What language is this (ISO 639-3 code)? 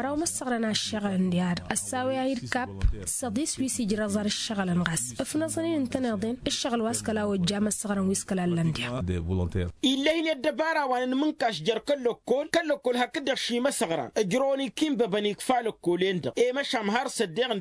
taq